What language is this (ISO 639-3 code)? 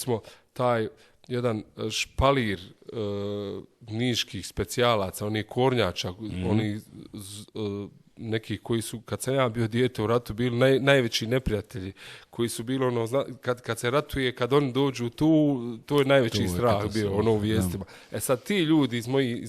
bos